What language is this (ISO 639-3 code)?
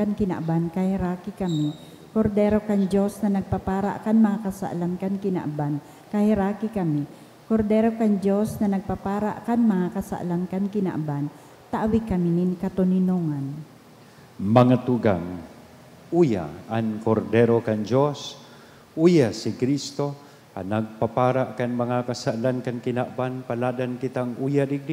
bik